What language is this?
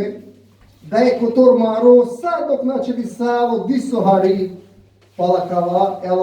Balkan Romani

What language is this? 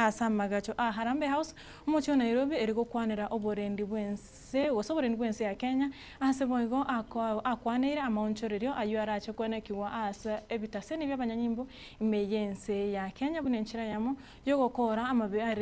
Gusii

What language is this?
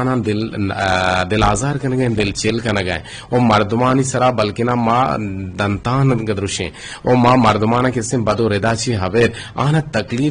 Eastern Balochi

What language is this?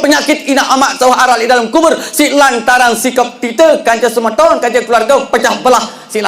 Sasak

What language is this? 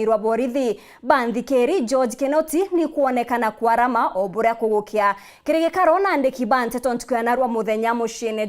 Meru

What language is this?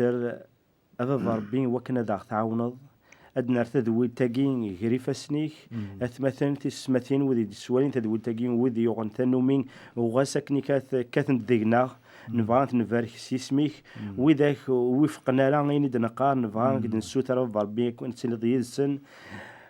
Kabyle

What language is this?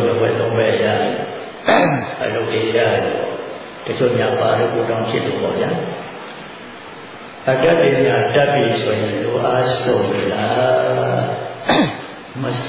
Burmese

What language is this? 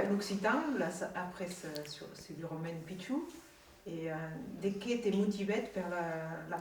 Occitan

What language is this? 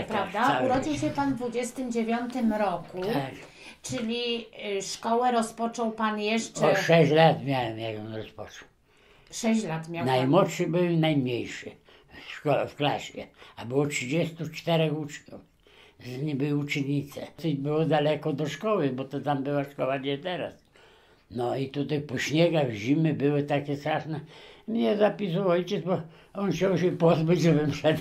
Polish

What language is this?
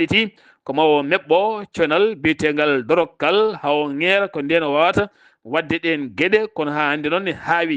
Fula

